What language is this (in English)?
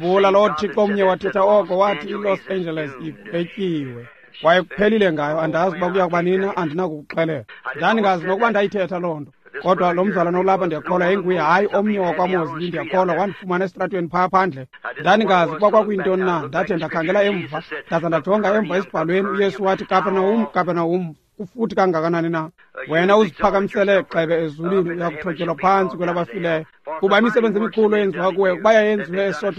Xhosa